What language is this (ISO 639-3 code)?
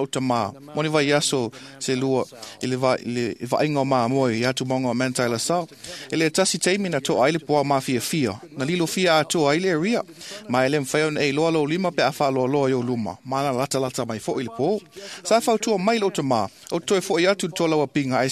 smo